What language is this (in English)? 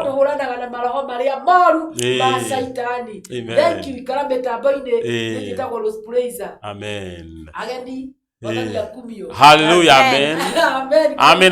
Kikuyu